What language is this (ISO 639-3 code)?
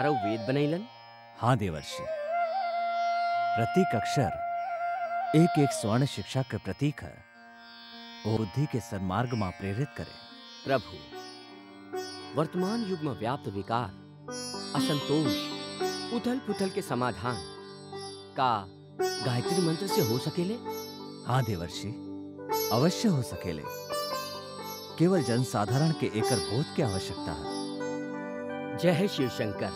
bho